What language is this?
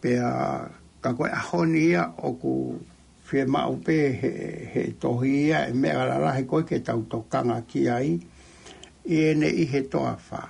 Tongan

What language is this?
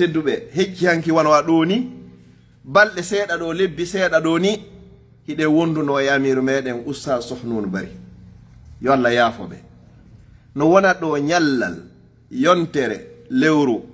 Fula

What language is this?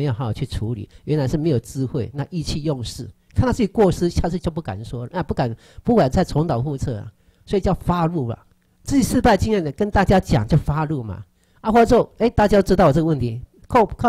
Chinese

